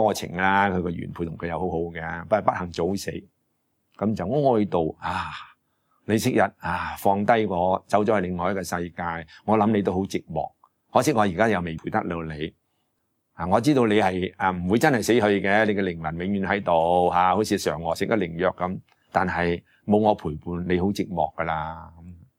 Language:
Cantonese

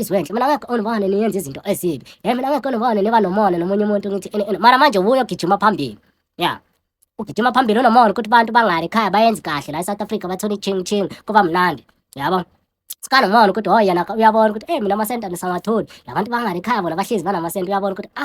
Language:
Zulu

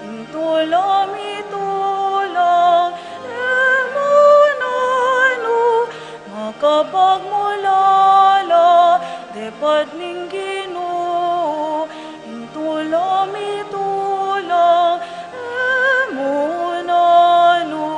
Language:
Pampanga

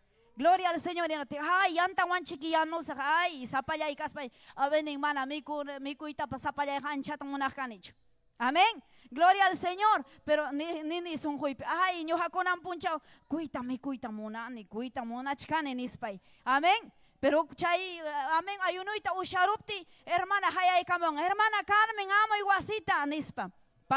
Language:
Ayacucho Quechua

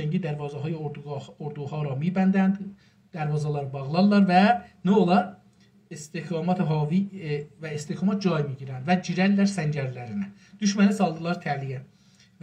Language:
South Azerbaijani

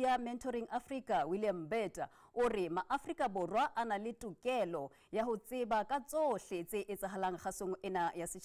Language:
Southern Sotho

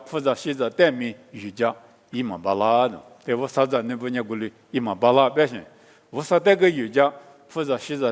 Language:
Lisu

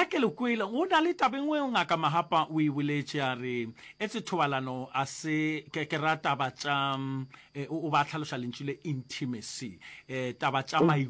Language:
Northern Sotho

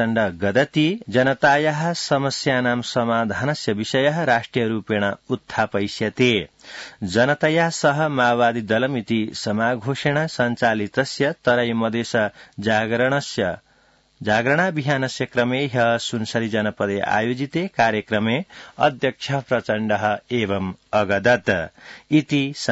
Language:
Sanskrit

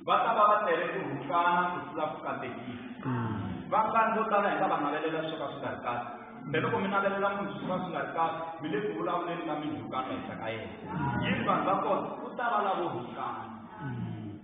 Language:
Tsonga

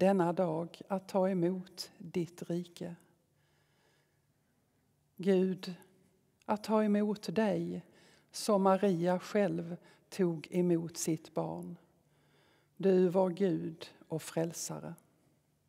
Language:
Swedish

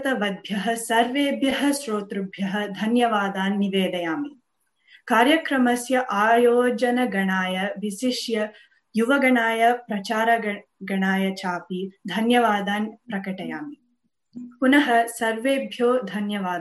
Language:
Sanskrit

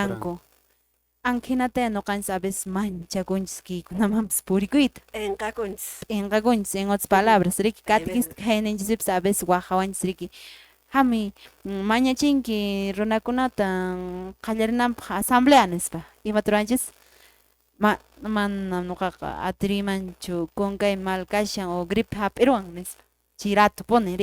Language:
Quechua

